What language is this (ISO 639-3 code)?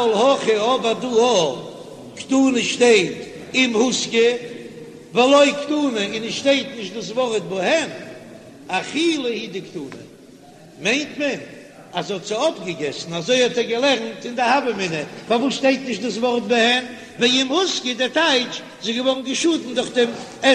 yid